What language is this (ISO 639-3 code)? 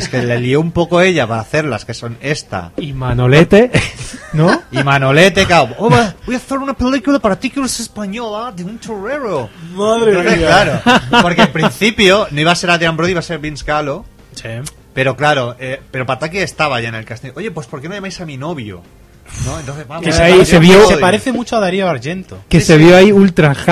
spa